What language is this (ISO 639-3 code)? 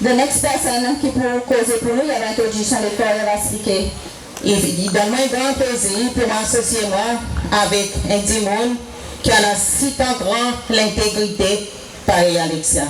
crs